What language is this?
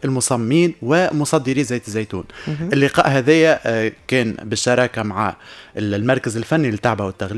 Tunisian Arabic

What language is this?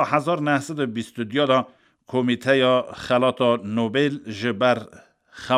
Kurdish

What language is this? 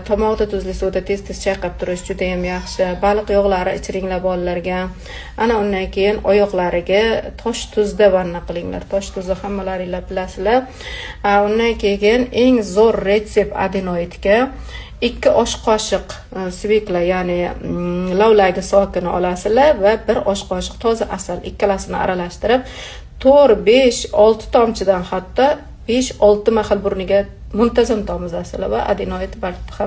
Uzbek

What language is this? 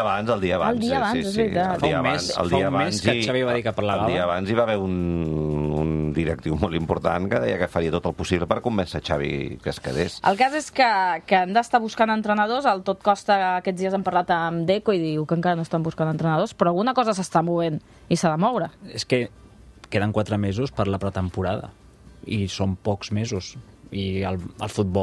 Catalan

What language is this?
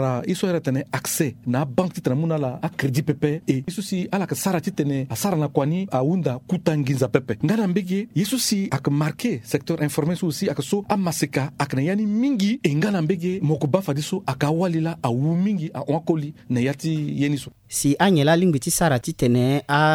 Sango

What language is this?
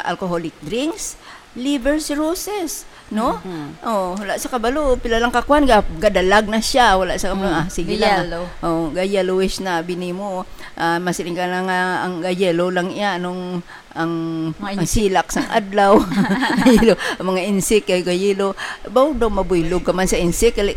Hiligaynon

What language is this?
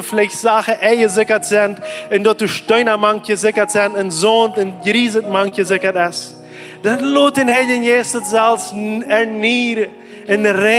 Plautdietsch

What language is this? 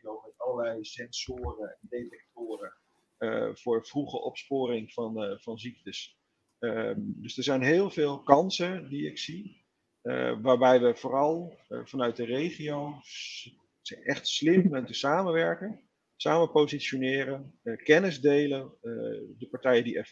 Dutch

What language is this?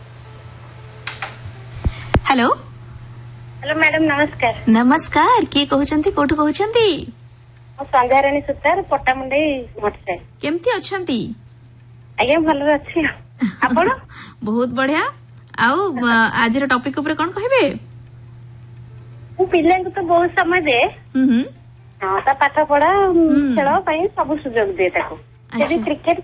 Odia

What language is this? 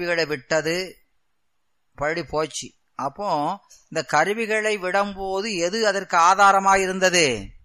Tamil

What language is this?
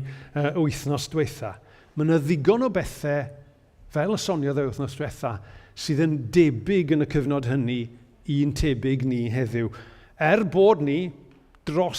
Welsh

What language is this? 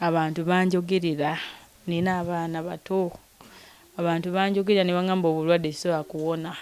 Ganda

